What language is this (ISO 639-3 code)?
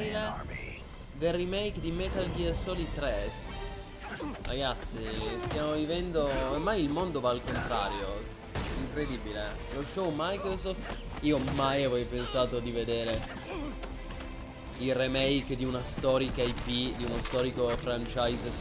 ita